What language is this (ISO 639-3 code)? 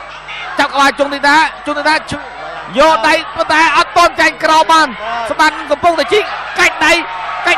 khm